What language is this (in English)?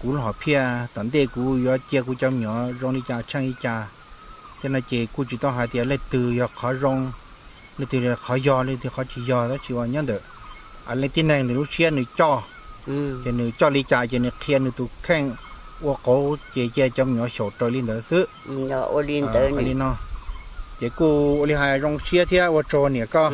Hmong